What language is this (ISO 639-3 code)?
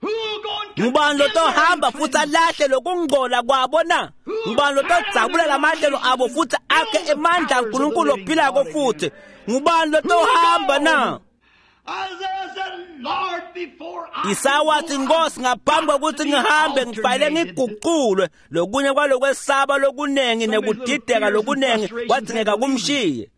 ssw